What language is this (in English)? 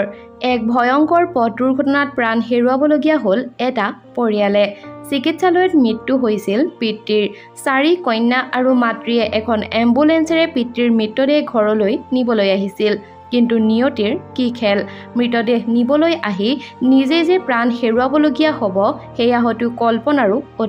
Assamese